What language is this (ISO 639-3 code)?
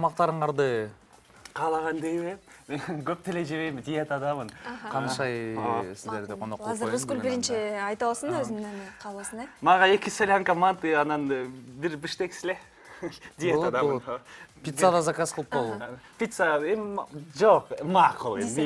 kir